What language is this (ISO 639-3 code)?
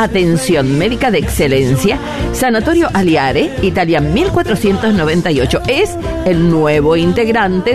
spa